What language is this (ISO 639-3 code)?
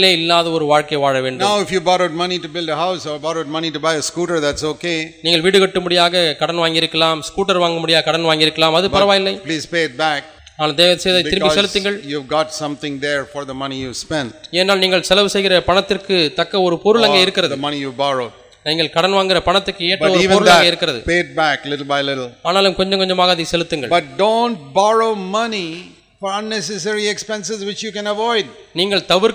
tam